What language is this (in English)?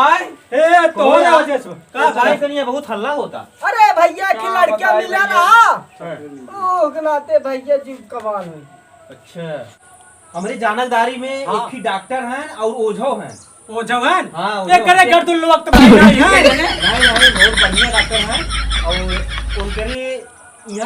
Awadhi